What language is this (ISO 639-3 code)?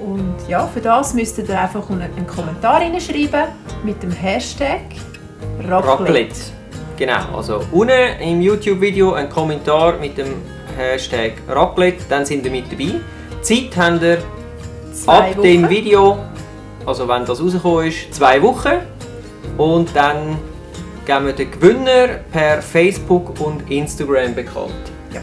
gsw